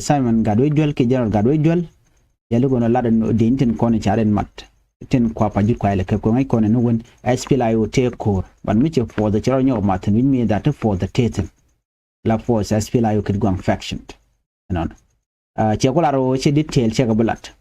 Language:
Nuer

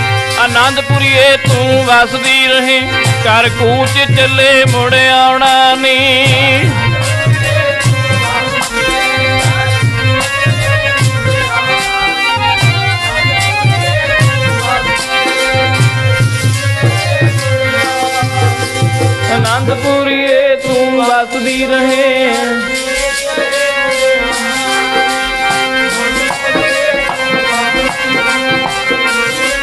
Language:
Punjabi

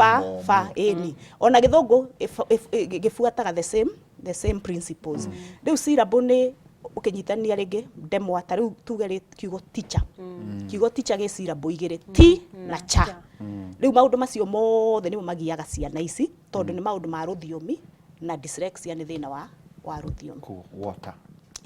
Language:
Kikuyu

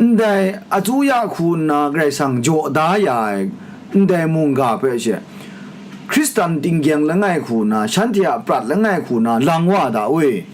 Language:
Kachin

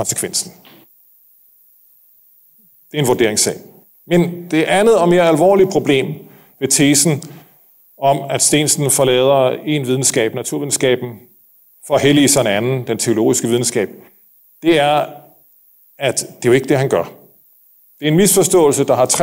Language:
Danish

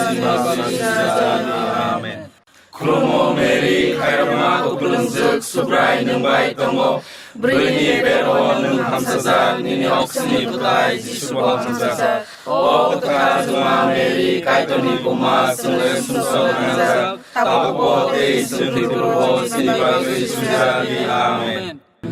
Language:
Kok Borok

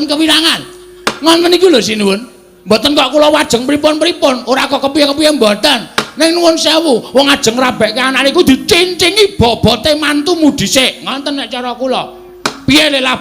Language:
Javanese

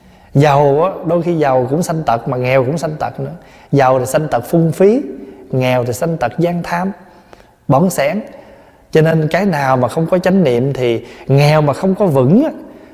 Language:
Vietnamese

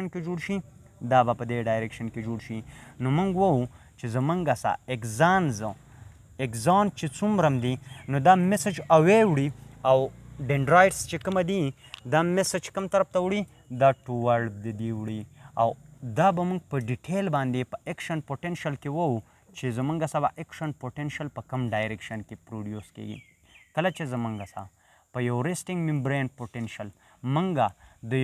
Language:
Pashto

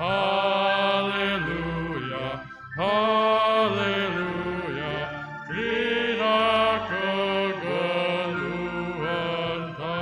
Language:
Batak Karo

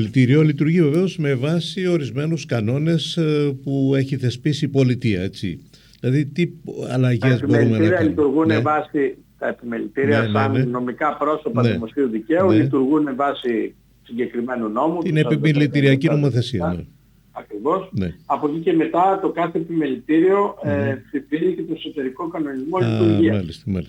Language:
Greek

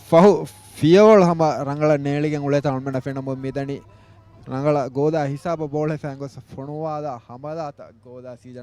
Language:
Divehi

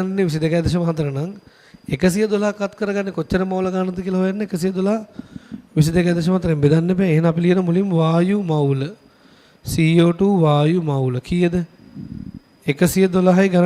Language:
Sinhala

